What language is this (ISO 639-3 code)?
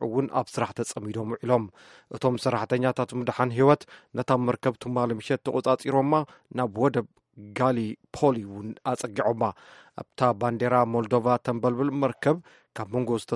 tir